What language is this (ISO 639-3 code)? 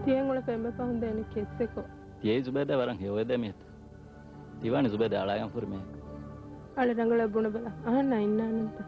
div